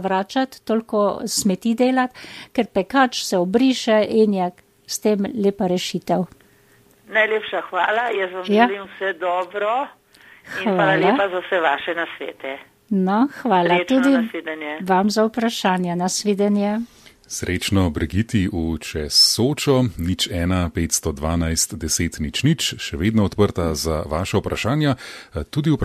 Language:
Slovenian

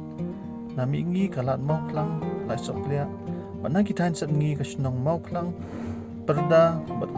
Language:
Khasi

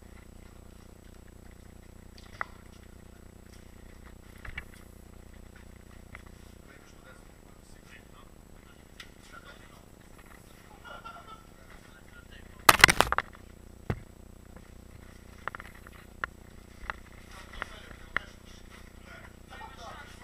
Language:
Croatian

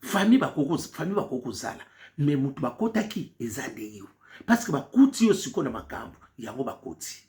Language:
Lingala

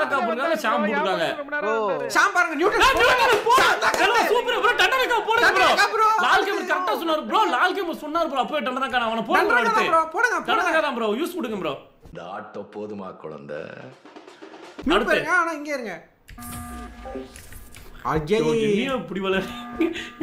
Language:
Tamil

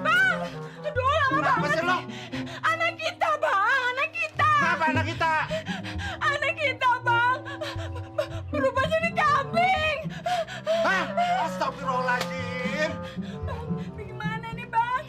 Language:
Betawi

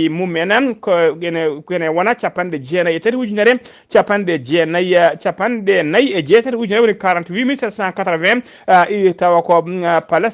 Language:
Fula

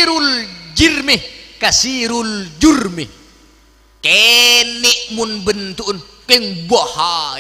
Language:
Madurese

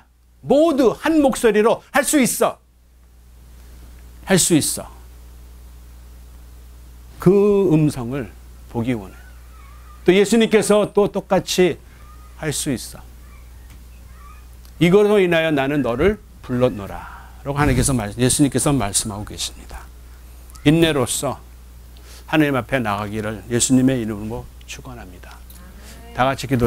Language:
Korean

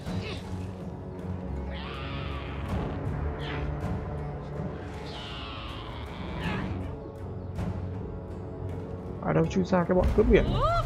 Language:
Vietnamese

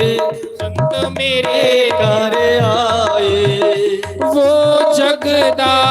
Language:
Dogri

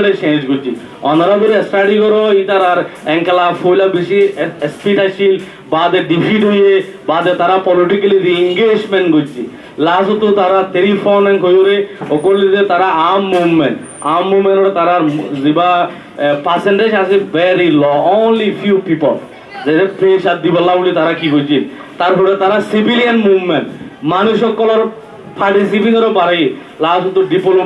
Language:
Rohingya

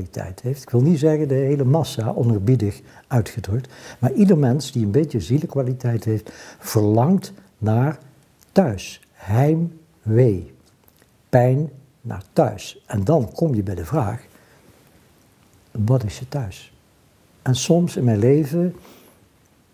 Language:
Dutch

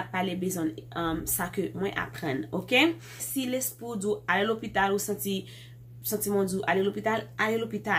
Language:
Haitian Creole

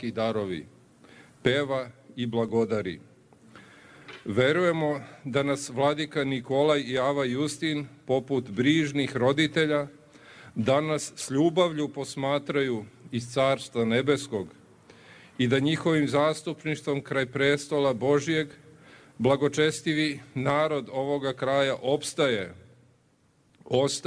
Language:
Serbian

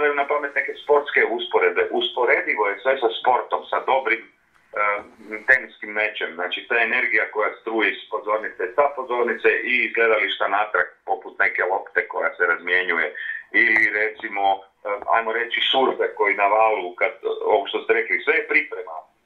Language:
Croatian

